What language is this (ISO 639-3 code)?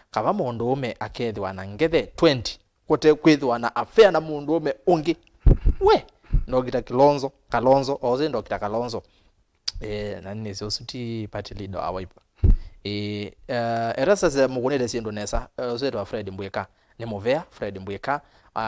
kam